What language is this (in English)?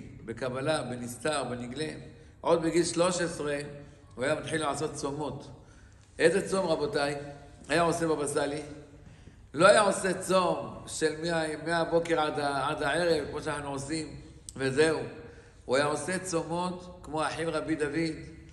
Hebrew